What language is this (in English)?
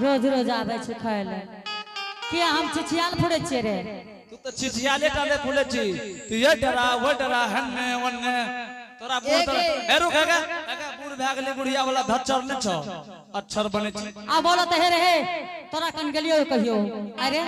Angika